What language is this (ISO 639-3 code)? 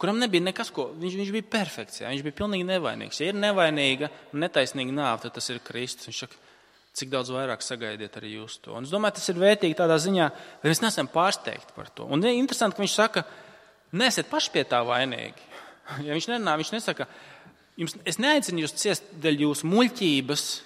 lav